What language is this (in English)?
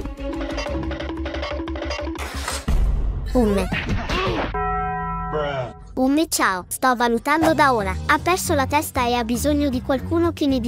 Italian